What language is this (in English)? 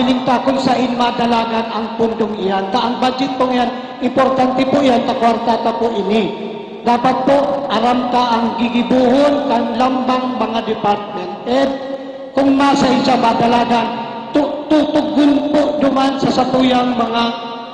Bikol